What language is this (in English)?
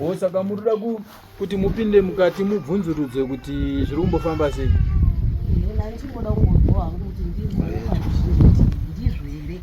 Shona